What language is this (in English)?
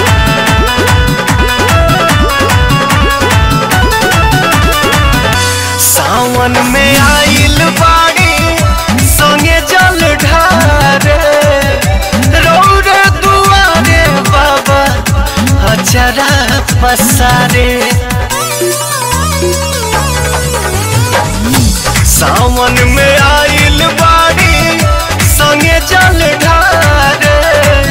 Bhojpuri